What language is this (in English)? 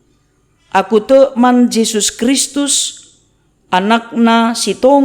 Batak Karo